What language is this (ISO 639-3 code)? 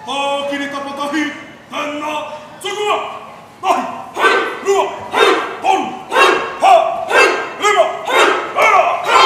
mri